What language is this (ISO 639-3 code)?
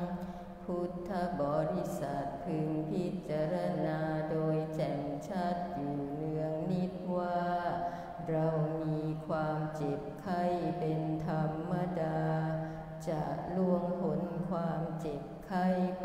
tha